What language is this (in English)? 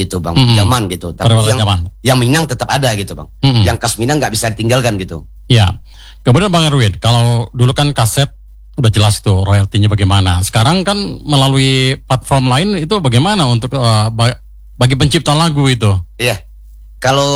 Indonesian